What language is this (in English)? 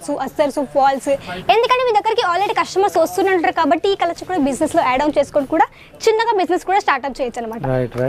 Telugu